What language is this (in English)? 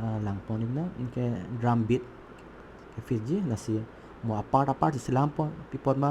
Karbi